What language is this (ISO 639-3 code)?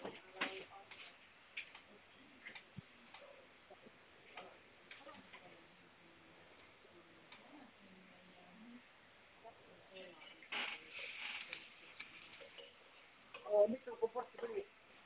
est